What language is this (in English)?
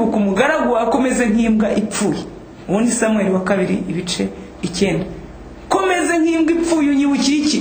Kinyarwanda